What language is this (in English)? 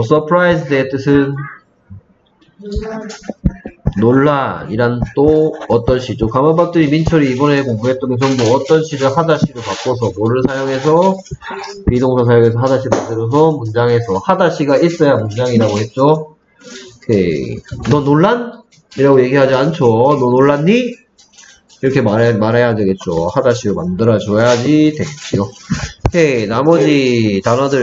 Korean